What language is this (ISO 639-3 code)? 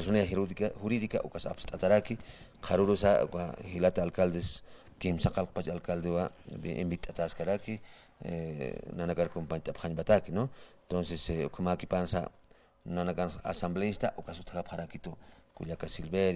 aym